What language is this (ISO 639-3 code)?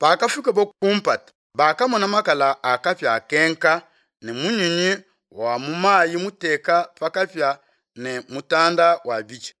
lua